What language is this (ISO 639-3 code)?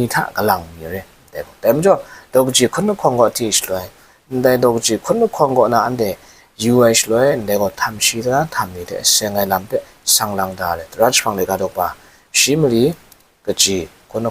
kac